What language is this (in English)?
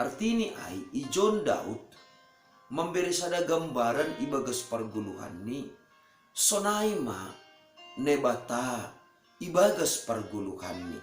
Batak Simalungun